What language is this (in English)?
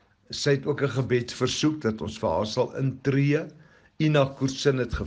Afrikaans